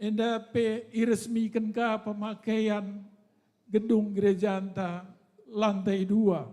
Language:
Batak Karo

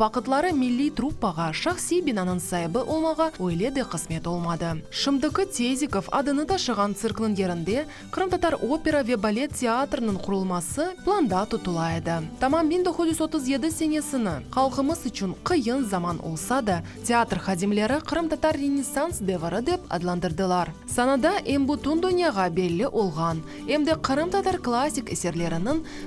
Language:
Crimean Tatar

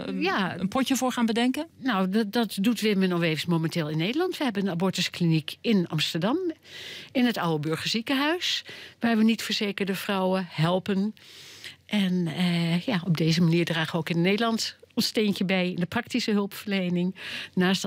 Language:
Dutch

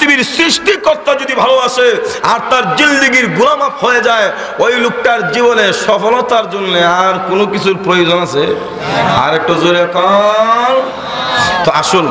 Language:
Bangla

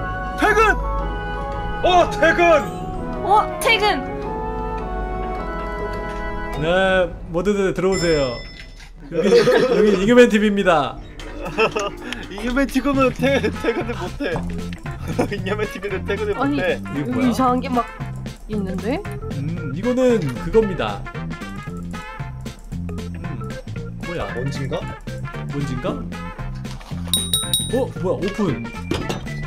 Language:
Korean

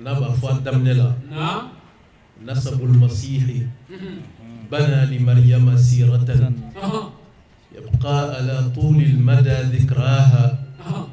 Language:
Bambara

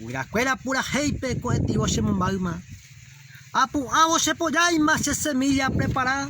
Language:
Guarani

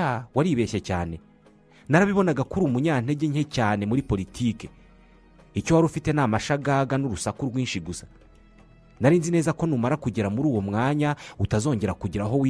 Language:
Kinyarwanda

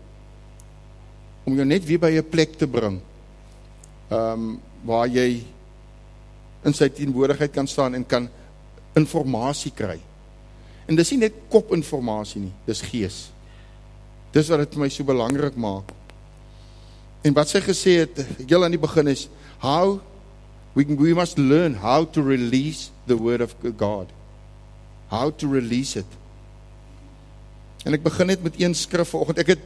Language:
Afrikaans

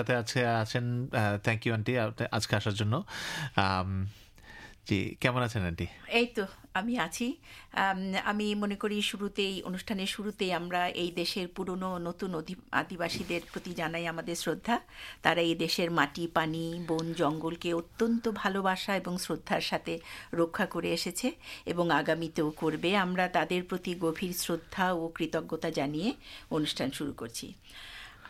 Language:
Bangla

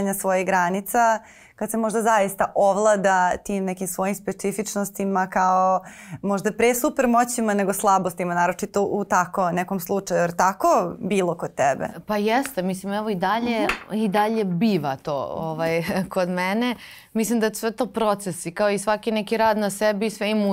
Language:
Serbian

